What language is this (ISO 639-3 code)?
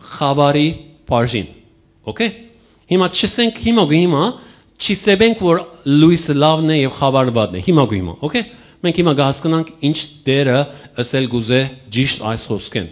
hyw